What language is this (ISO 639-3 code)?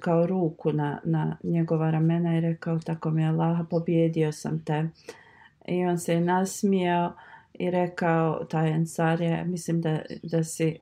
bos